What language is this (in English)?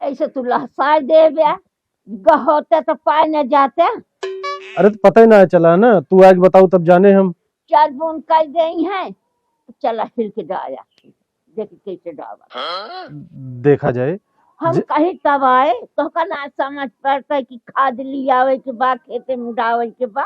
Awadhi